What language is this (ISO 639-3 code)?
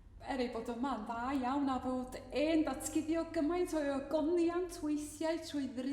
cym